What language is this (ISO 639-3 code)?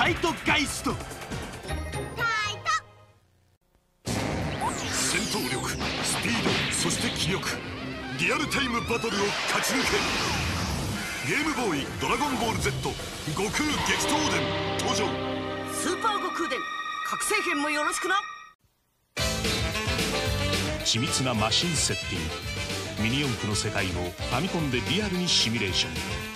jpn